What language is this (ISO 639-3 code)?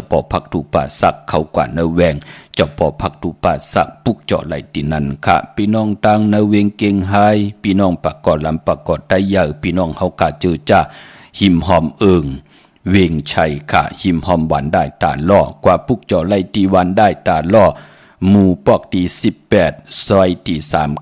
shn